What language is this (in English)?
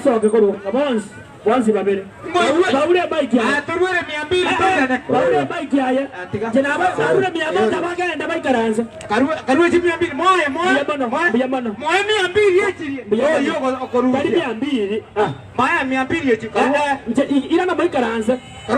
Gusii